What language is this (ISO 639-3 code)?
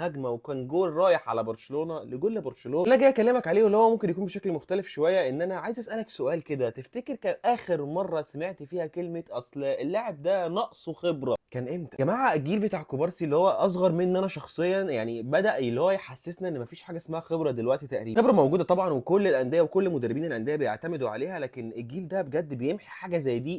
arz